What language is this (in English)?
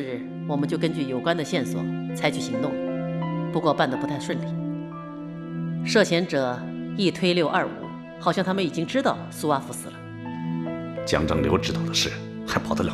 Chinese